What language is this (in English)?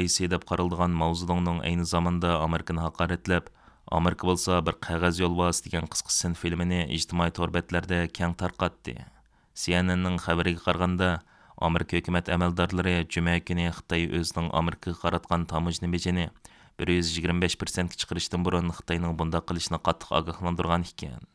Uyghur